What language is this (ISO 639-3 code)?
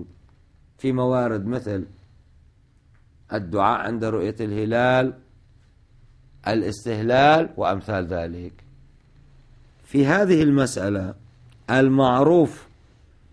ara